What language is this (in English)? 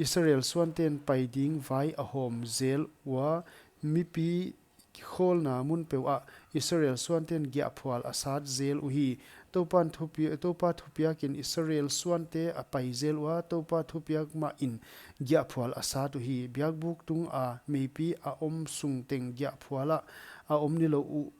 Paite Chin